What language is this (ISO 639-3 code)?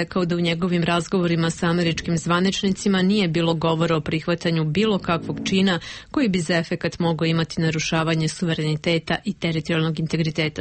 srp